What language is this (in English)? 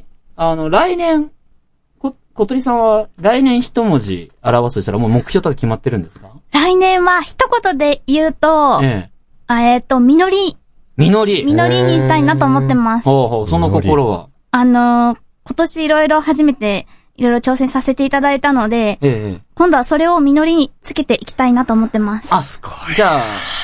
Japanese